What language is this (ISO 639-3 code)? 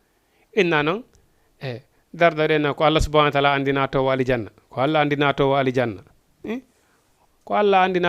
ful